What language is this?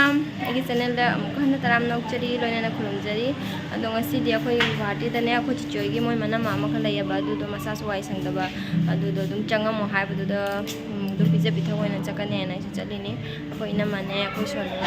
Manipuri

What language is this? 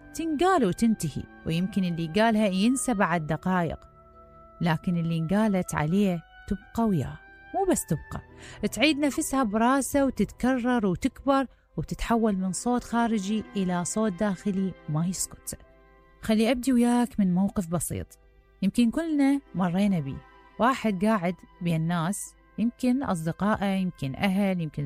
Mesopotamian Arabic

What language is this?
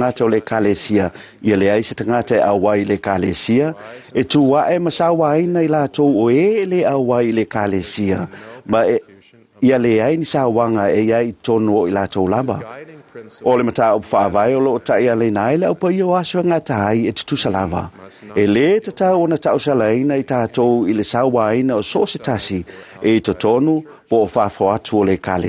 Samoan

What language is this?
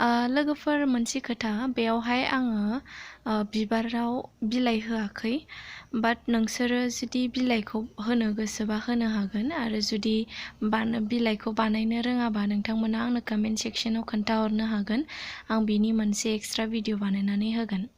Bodo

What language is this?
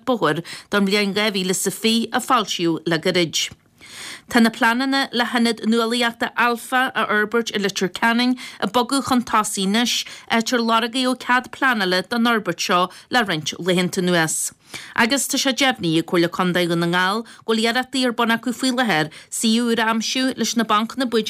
Irish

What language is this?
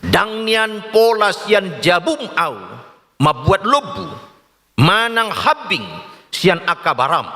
Batak Toba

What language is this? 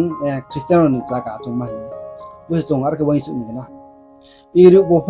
Riang (India)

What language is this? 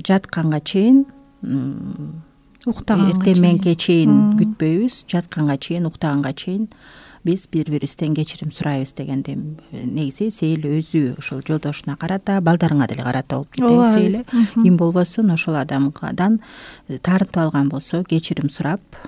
Kyrgyz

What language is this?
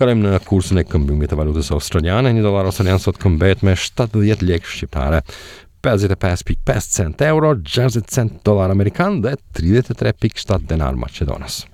Albanian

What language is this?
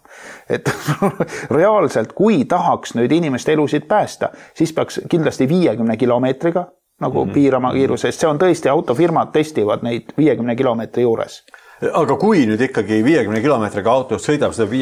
Estonian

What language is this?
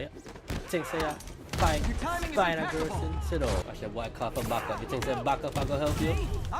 Jamaican Creole English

